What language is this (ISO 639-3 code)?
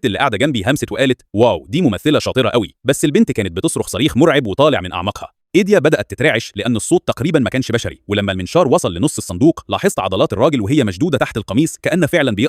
arz